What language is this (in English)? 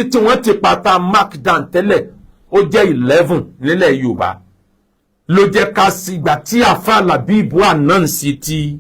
Yoruba